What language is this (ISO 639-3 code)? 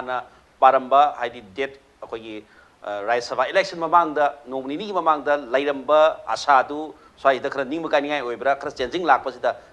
mni